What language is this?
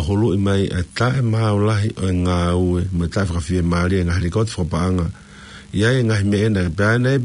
Tongan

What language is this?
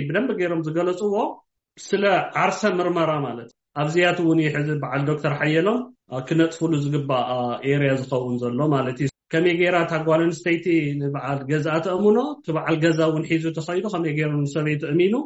Tigrinya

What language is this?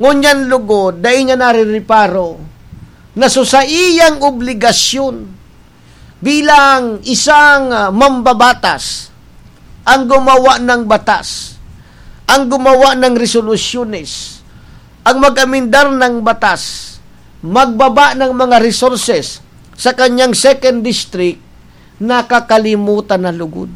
Bikol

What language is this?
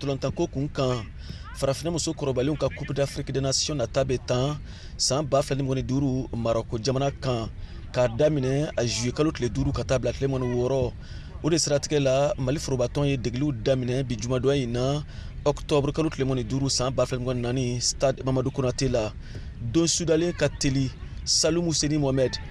Bambara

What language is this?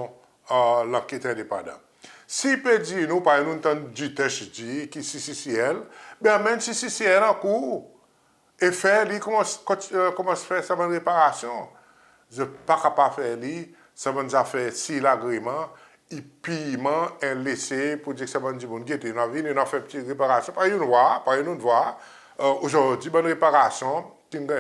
Seselwa Creole French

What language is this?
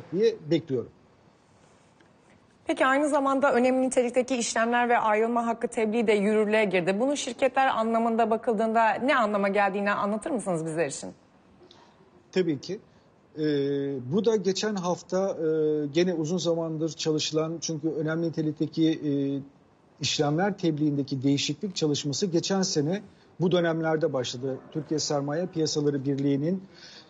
Turkish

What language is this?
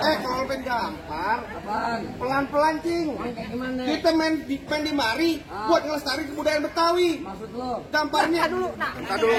Betawi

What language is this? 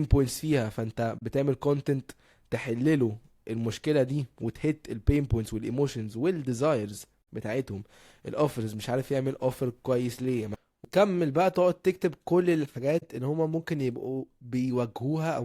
Egyptian Arabic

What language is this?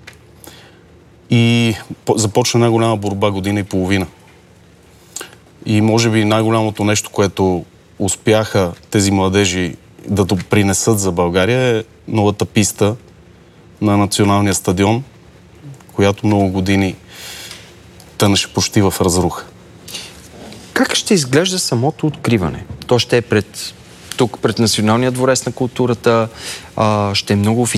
Bulgarian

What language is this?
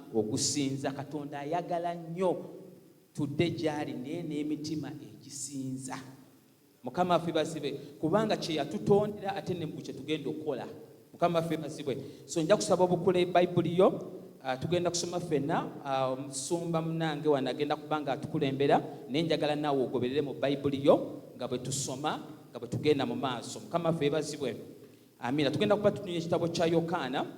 Ganda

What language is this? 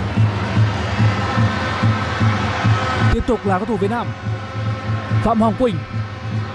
Vietnamese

